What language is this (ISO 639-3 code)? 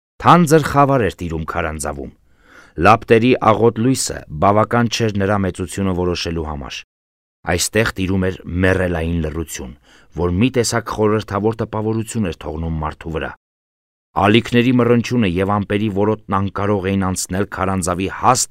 hye